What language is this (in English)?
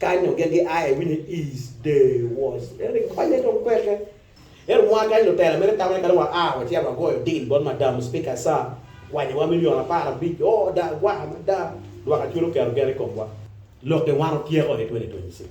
Acoli